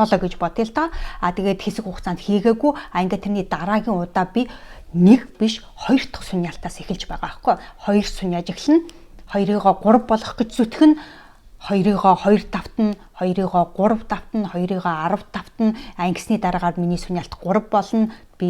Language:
Mongolian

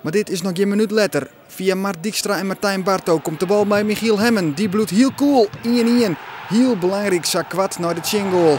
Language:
Western Frisian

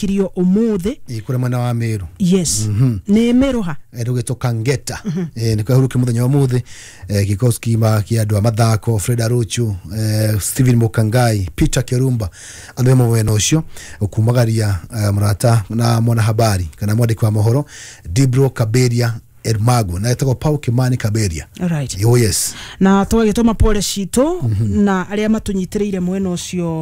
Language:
Kikuyu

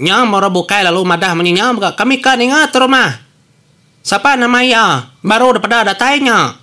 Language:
Iban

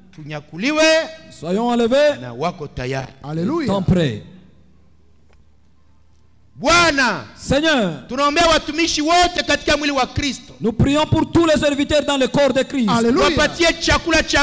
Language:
Swahili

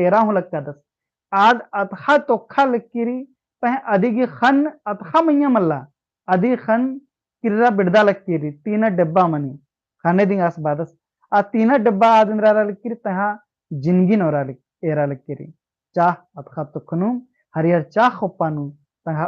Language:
Kurukh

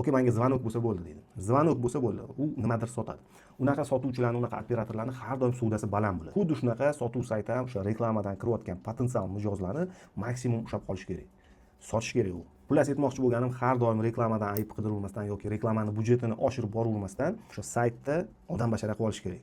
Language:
Uzbek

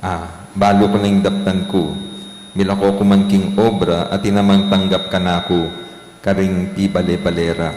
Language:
Pampanga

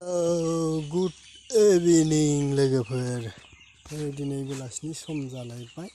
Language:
Bodo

